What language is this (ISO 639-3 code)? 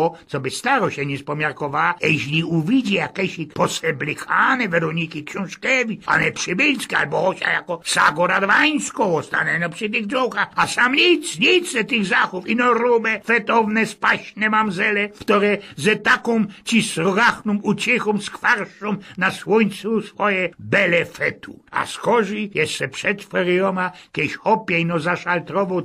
szl